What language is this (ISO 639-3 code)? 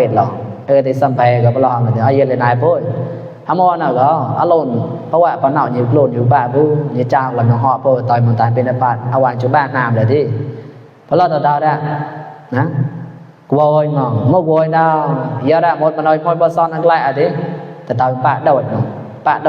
mnw